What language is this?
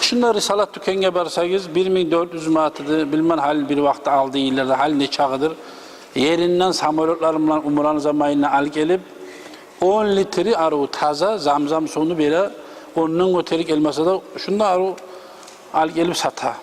Kumyk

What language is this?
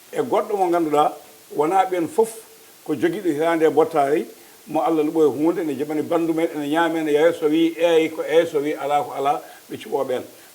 Fula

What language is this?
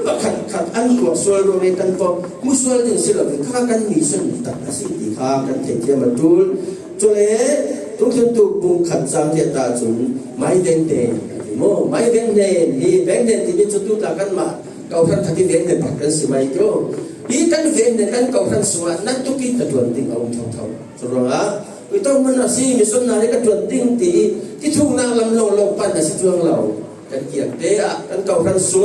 Falam Chin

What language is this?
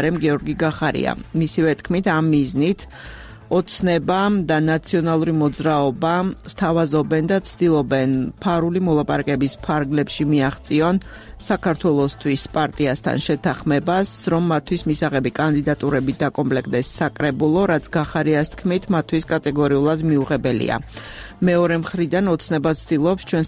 Georgian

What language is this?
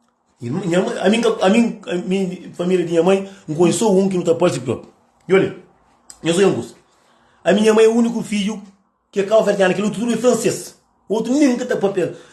Kabuverdianu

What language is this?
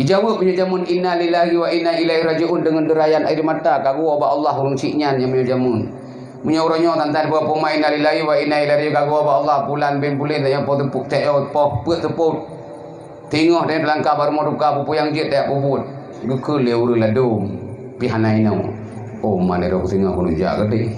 Achinese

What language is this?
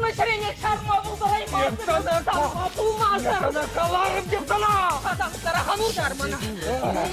Chuvash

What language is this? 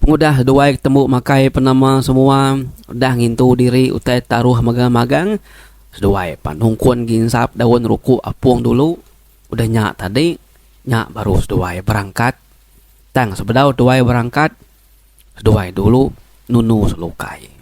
Iban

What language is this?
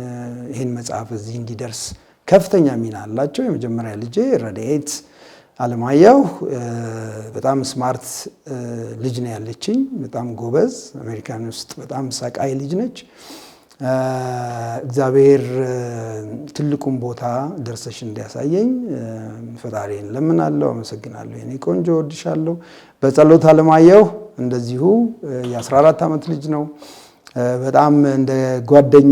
Amharic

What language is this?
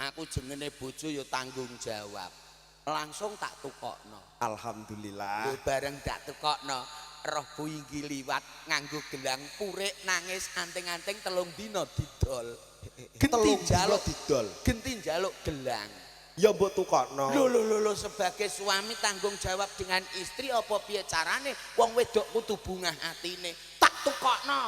Javanese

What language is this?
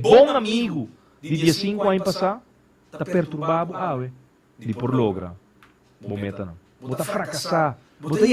Papiamento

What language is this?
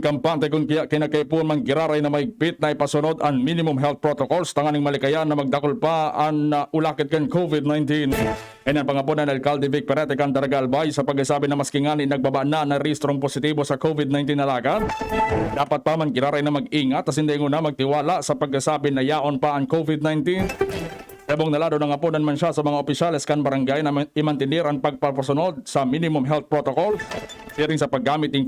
Bikol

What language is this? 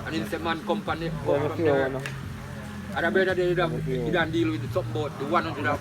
Jamaican Creole English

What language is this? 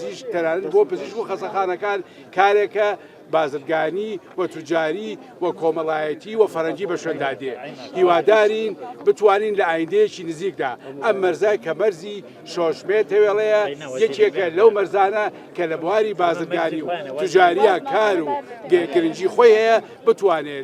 Central Kurdish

